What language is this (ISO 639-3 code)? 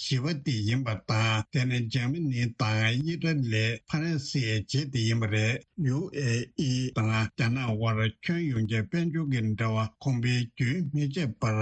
bod